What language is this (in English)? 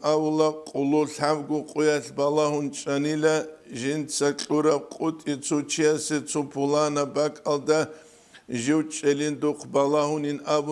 Avaric